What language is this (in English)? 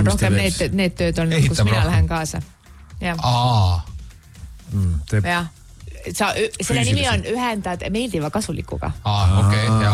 Estonian